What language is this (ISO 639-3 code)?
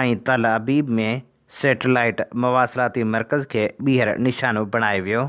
snd